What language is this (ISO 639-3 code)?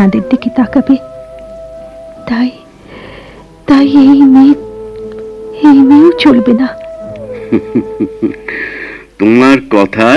ben